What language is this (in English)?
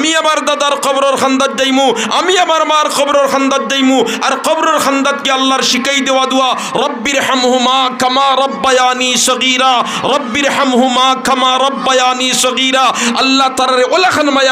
Sylheti